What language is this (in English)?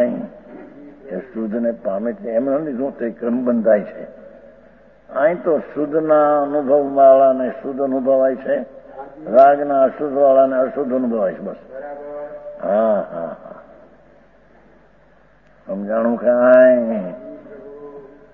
Gujarati